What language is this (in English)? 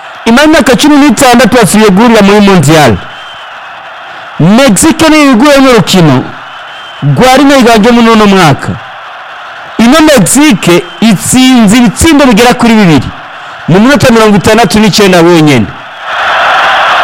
Rundi